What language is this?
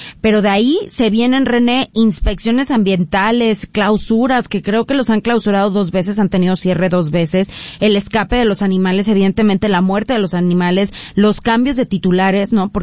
Spanish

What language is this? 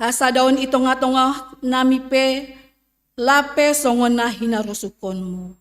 Batak Simalungun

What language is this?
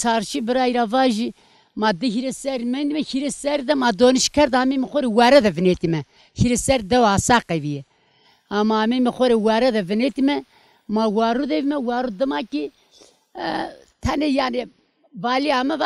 Zaza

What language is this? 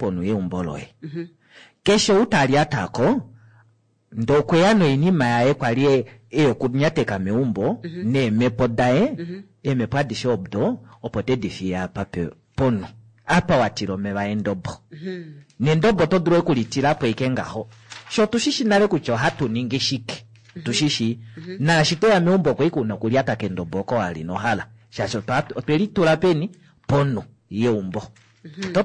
Kuanyama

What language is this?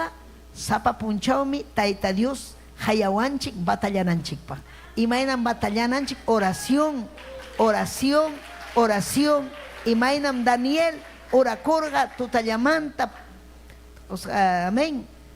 Ayacucho Quechua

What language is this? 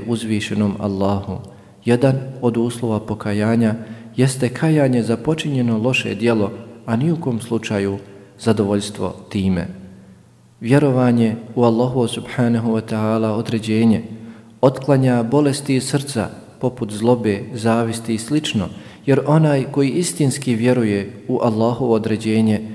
Bosnian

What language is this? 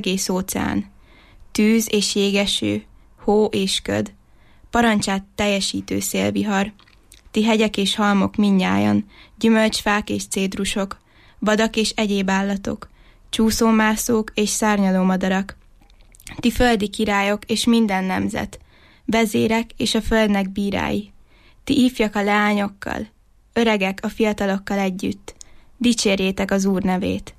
Hungarian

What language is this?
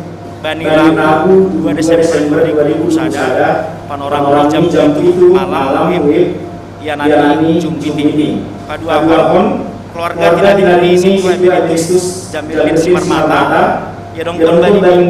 Batak Simalungun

